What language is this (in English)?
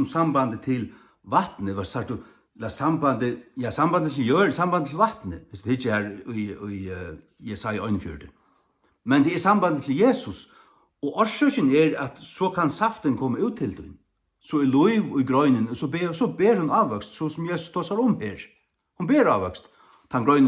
Faroese